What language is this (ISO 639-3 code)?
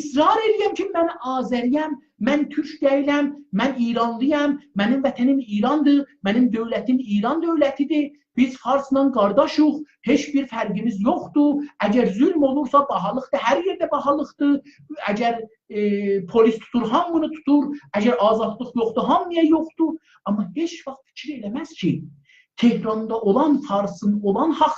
azb